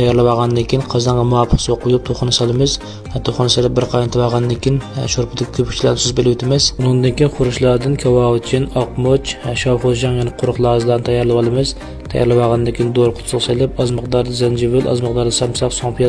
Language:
Uyghur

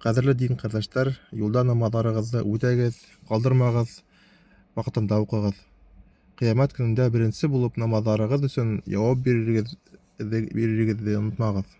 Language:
Bashkir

